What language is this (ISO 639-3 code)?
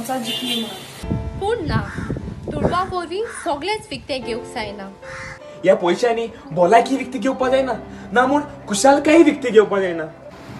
kok